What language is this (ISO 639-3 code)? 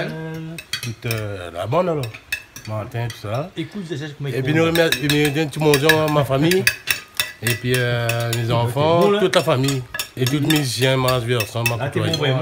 rcf